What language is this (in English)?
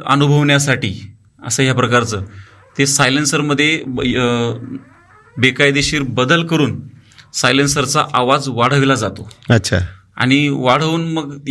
Marathi